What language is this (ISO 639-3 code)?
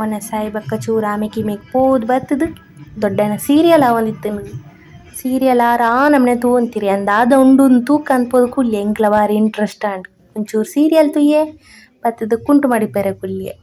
tcy